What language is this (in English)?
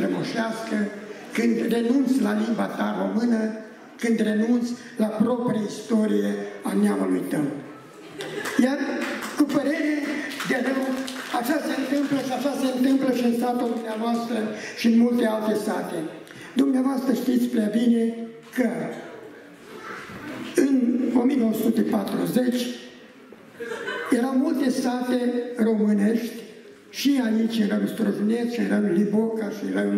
Romanian